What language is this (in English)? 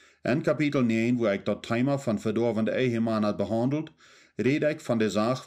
Plautdietsch